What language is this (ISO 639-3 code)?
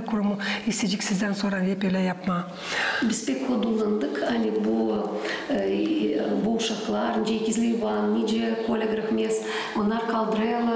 gag